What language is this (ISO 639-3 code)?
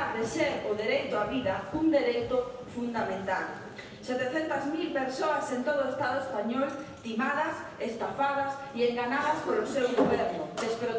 glg